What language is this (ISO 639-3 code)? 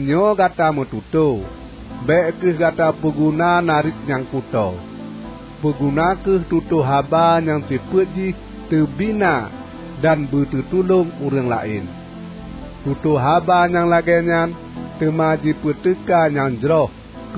ace